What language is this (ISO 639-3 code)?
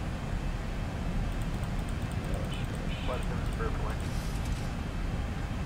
tur